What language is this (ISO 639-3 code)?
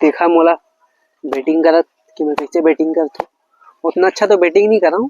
hne